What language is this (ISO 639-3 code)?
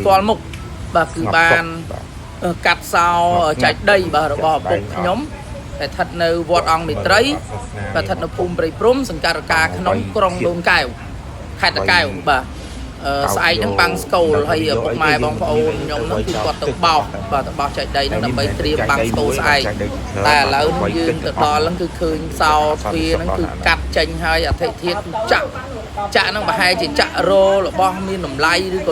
khm